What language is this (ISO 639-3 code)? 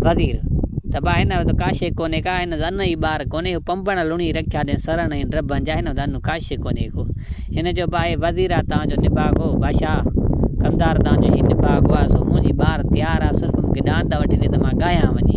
snd